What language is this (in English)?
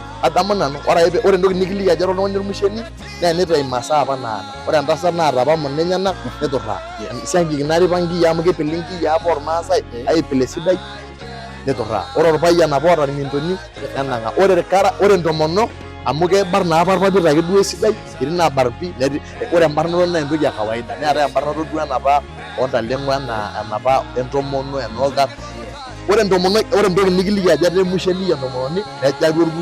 Masai